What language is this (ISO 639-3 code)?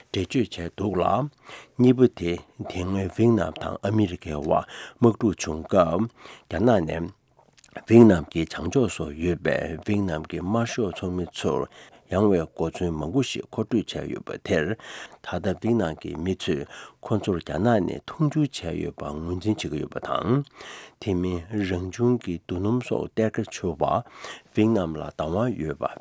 bod